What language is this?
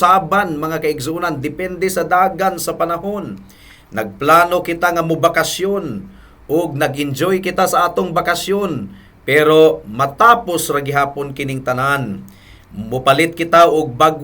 Cebuano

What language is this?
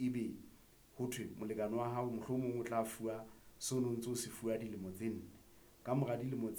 Southern Sotho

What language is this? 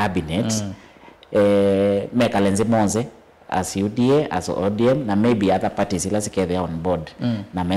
Kamba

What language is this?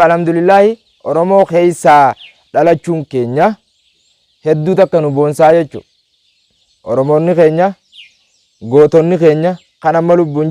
Oromo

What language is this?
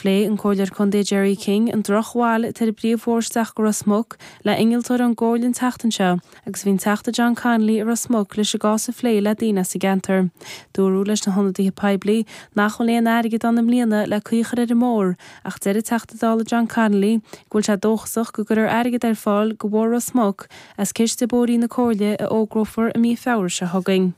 Irish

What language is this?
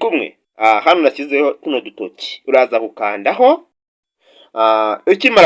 Kinyarwanda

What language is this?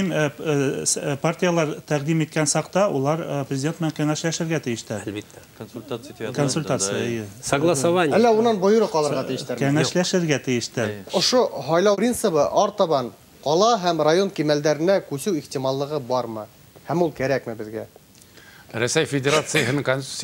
Bashkir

